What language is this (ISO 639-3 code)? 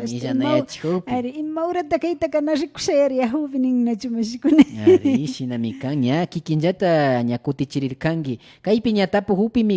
qvi